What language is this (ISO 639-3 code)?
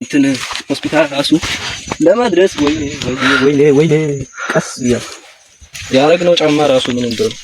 amh